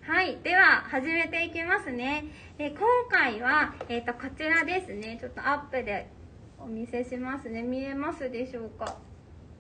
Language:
Japanese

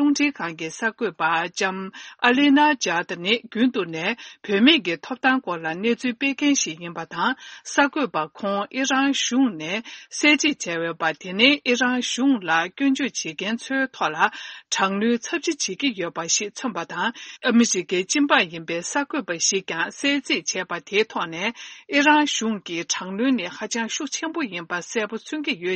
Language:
Tibetan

